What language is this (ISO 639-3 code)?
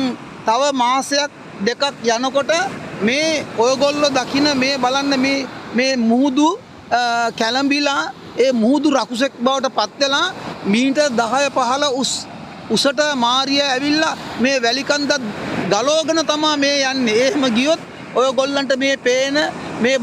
sin